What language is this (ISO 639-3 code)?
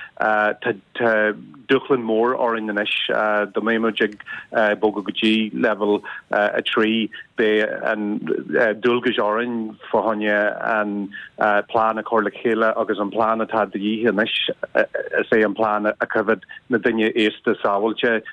gle